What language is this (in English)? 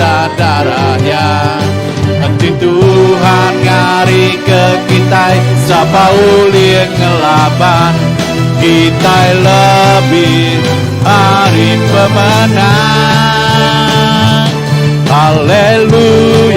Iban